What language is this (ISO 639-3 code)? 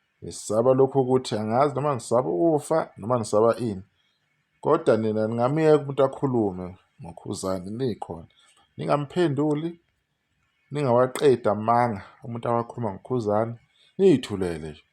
zul